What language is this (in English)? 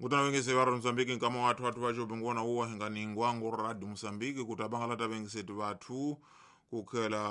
Tsonga